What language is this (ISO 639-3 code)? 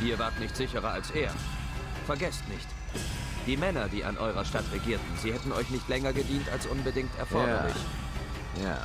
bar